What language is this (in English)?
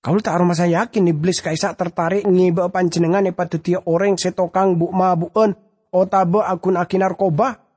Madurese